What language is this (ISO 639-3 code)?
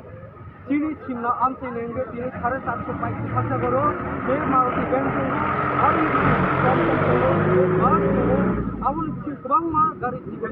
trp